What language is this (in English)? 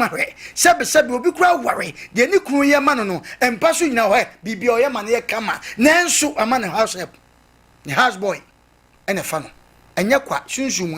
Akan